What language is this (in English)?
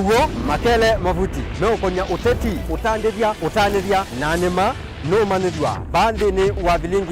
Kamba